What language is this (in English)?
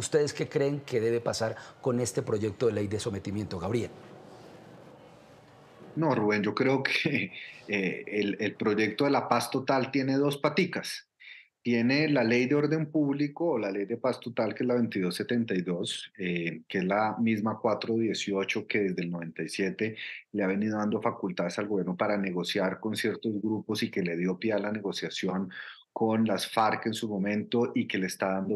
Spanish